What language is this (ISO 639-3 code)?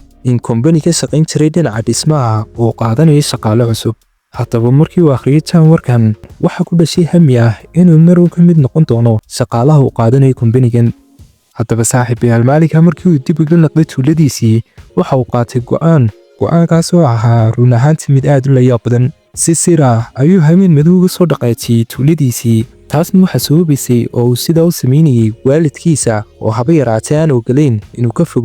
som